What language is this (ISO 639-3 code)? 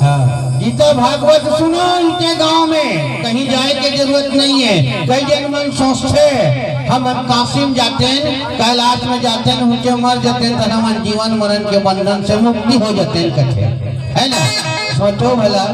hne